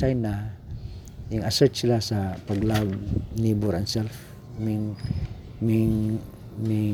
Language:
Cebuano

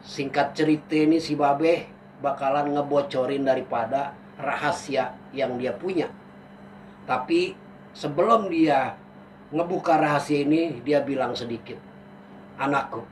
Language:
Betawi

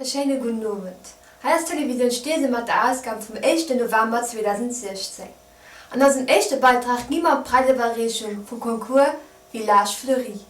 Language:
Luxembourgish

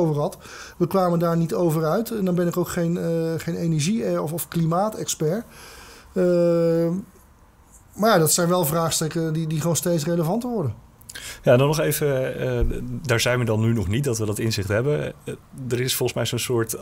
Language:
Dutch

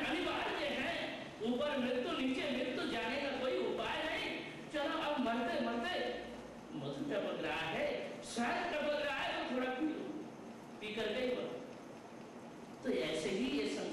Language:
Hindi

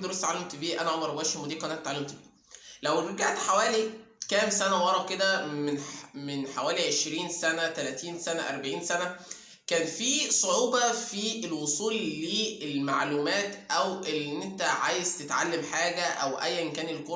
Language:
Egyptian Arabic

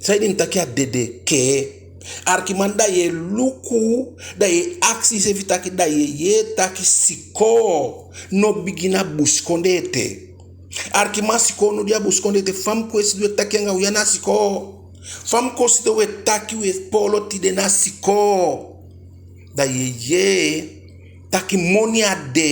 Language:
Eastern Maroon Creole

